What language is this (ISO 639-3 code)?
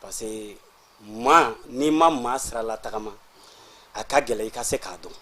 bam